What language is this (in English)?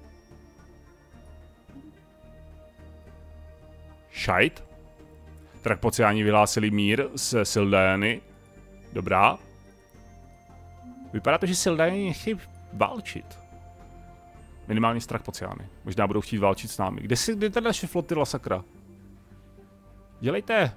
Czech